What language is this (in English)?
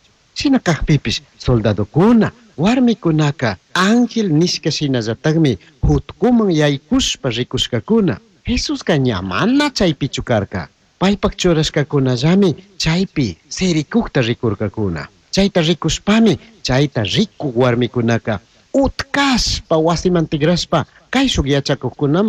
Chimborazo Highland Quichua